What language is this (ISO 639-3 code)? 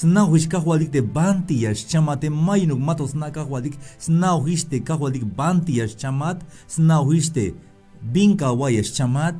tzh